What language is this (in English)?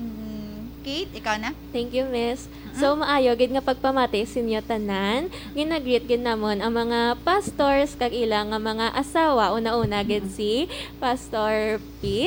Hiligaynon